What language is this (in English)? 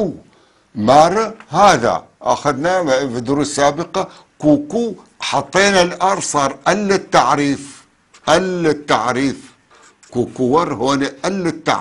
North Levantine Arabic